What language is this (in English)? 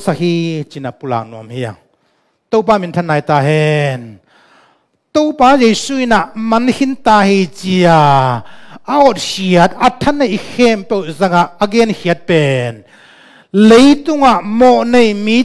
Tedim Chin